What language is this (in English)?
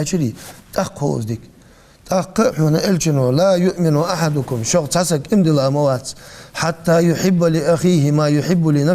Ingush